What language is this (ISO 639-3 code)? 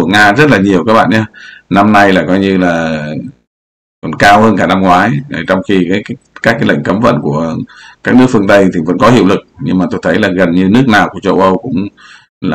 vie